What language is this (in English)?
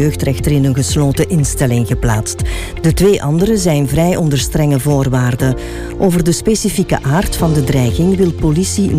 Dutch